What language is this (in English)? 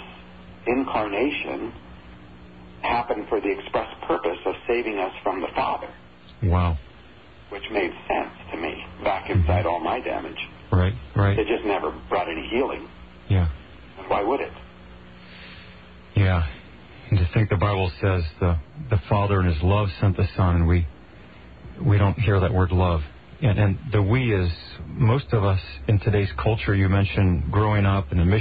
English